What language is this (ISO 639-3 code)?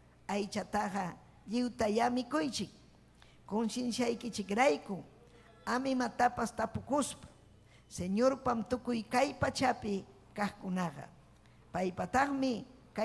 quy